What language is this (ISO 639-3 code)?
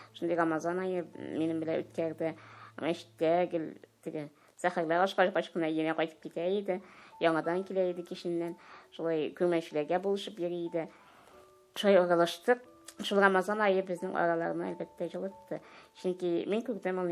tat